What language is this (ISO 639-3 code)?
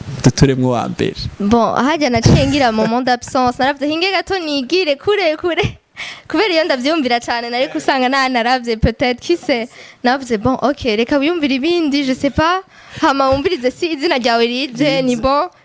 run